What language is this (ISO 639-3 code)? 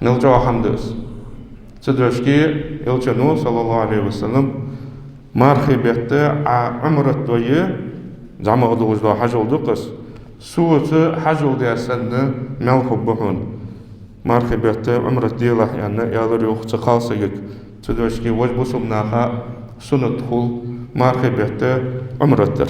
inh